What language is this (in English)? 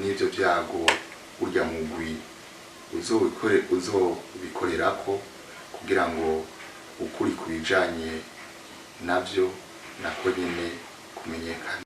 Rundi